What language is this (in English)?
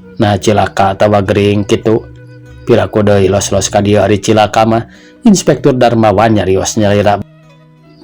Sundanese